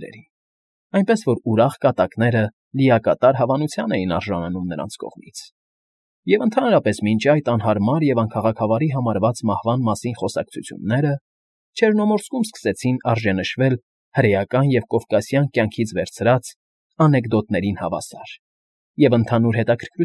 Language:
Armenian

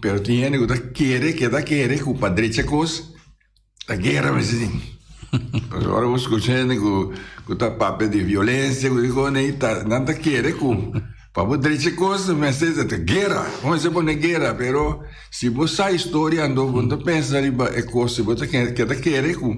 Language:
Papiamento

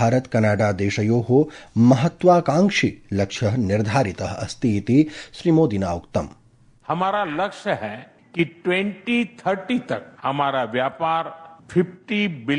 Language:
Sanskrit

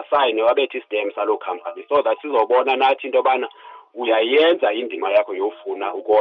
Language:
Xhosa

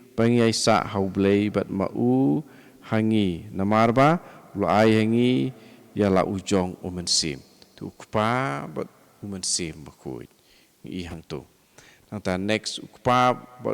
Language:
Khasi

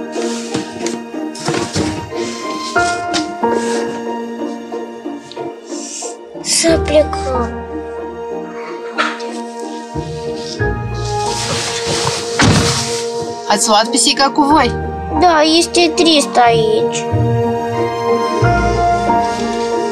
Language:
Romanian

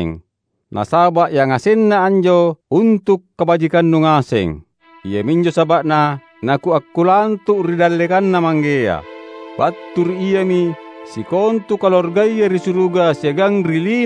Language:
Makasar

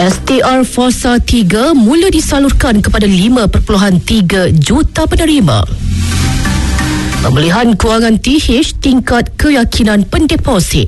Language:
Malay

